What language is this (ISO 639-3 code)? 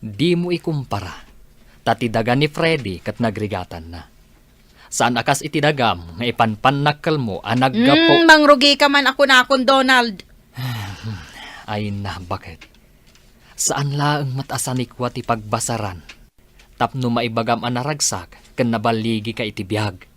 ilo